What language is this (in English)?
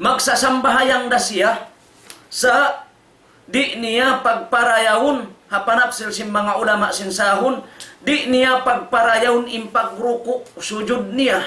Tausug